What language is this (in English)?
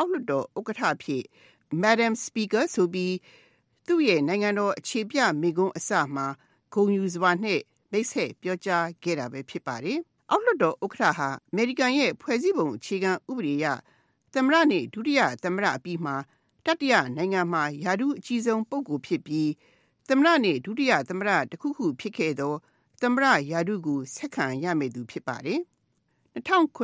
Burmese